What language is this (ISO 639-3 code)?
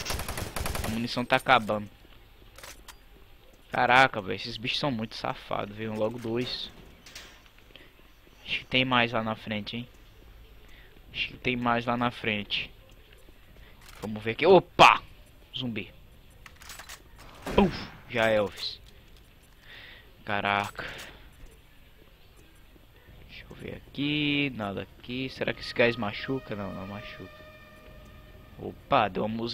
por